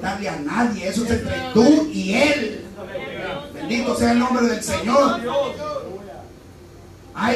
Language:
Spanish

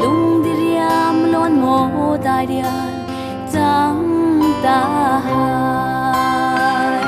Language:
Falam Chin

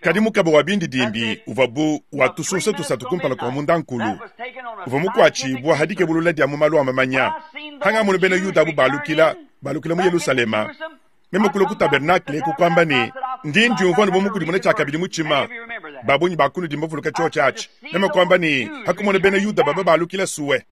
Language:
Luba-Lulua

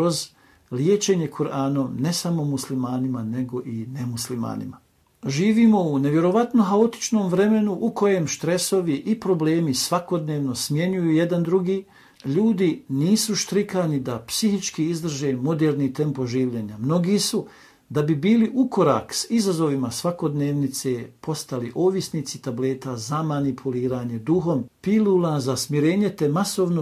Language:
Bosnian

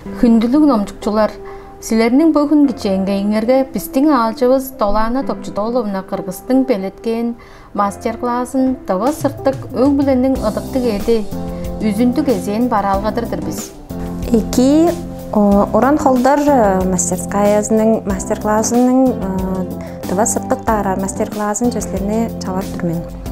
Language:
Tuvinian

